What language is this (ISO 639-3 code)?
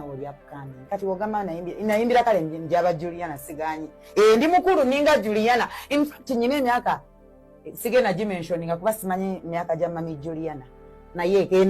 lug